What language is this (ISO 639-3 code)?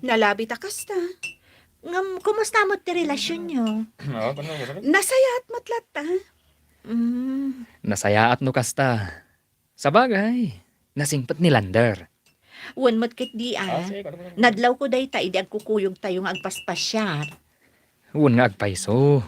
ilo